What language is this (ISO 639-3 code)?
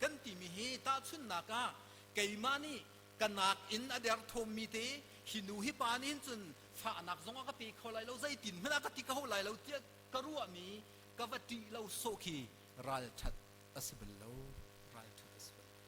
cnh